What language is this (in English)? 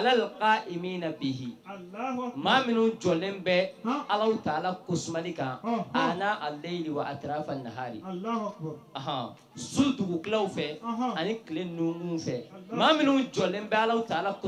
Bambara